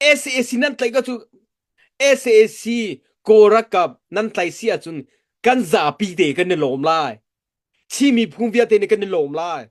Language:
Hakha Chin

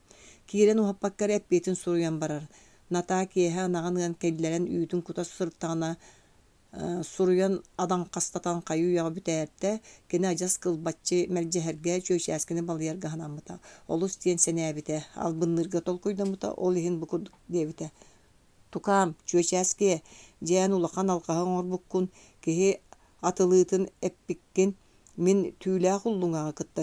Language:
Yakut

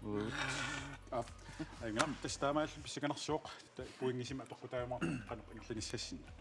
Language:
Kalaallisut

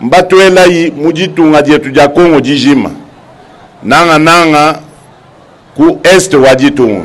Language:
Luba-Lulua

